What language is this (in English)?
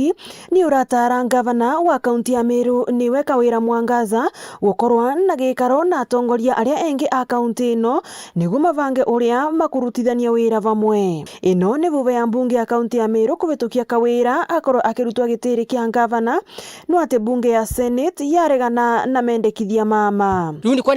Meru